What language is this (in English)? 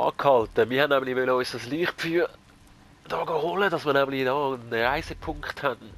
Swiss German